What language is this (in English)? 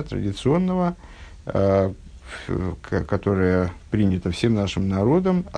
Russian